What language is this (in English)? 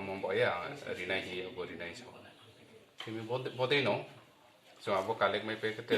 Riang (India)